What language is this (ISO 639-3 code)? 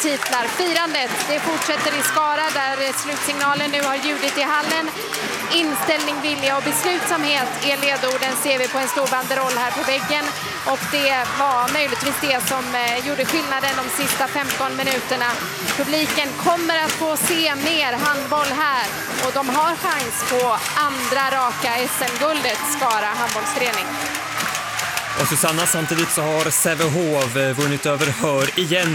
swe